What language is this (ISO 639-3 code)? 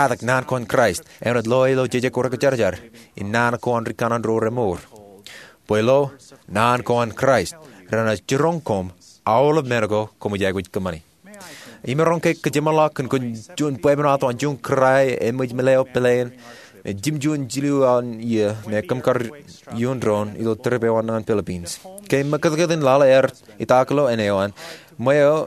mah